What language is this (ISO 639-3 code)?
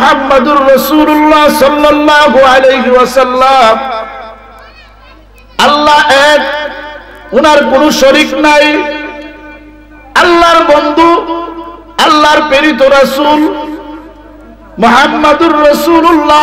ben